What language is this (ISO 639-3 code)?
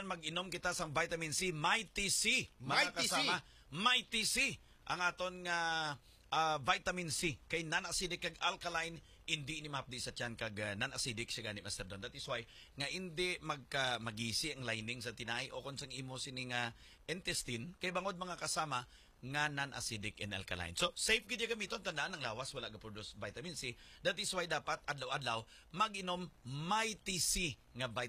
hil